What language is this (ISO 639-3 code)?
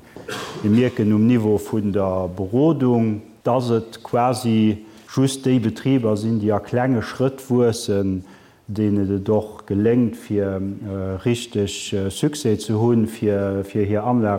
ltz